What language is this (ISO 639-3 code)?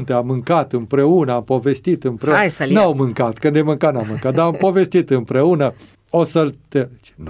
ron